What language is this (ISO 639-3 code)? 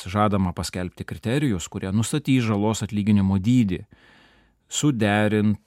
lit